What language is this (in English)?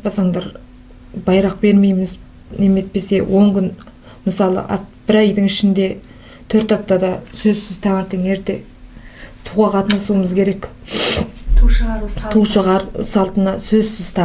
Kazakh